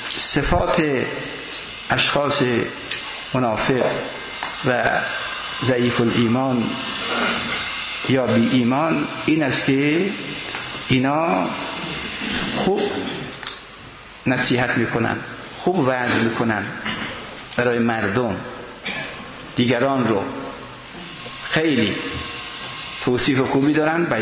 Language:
Persian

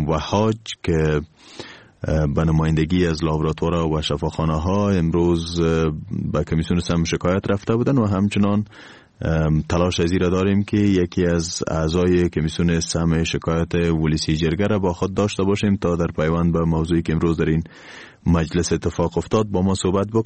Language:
Persian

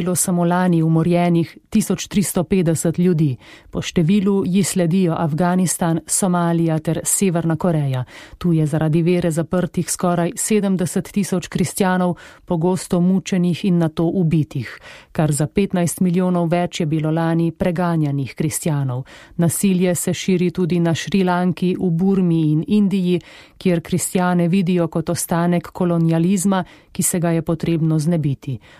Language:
Slovenian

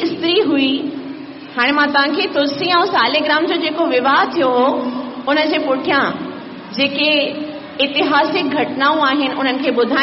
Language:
Sindhi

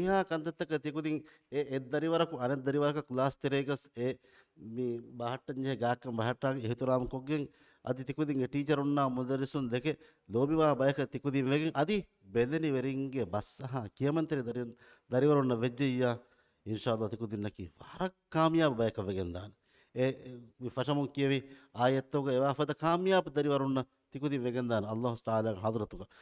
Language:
Divehi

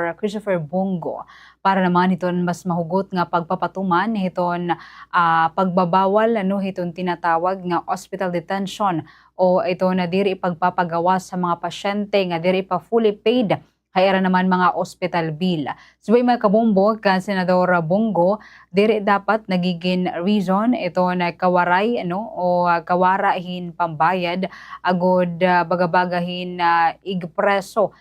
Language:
Waray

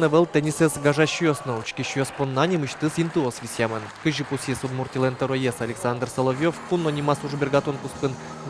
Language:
Udmurt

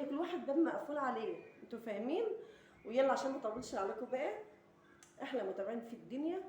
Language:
Egyptian Arabic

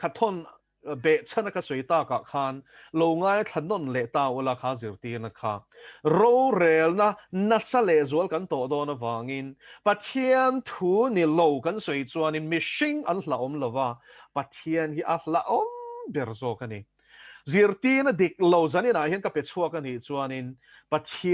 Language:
Mizo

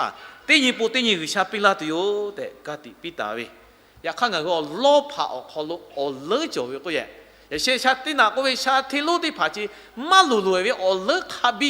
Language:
Lahu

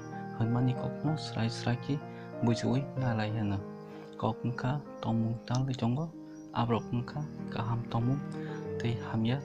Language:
Kok Borok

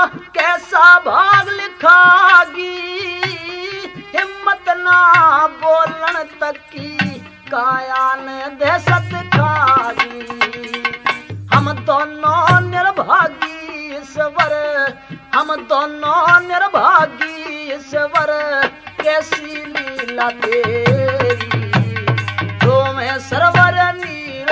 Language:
Haryanvi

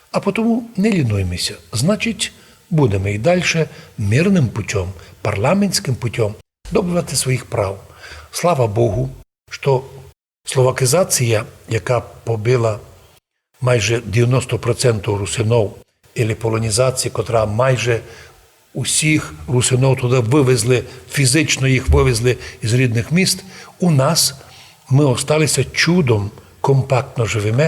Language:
Rusyn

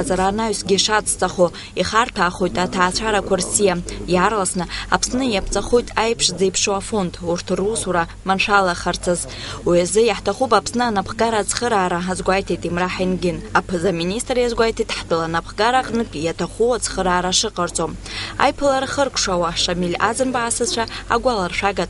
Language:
Abkhazian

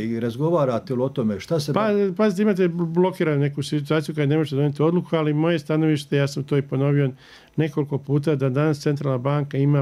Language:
Bosnian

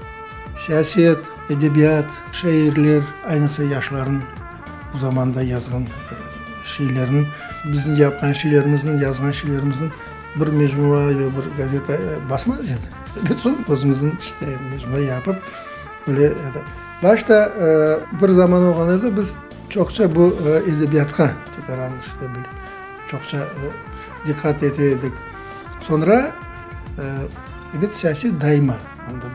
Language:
Crimean Tatar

